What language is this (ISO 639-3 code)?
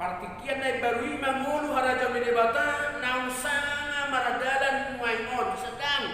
bbc